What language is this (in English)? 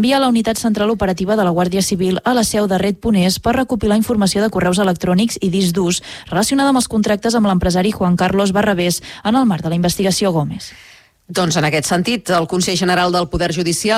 Catalan